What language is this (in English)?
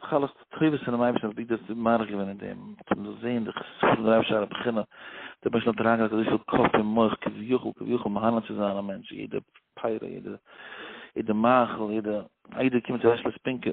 Yiddish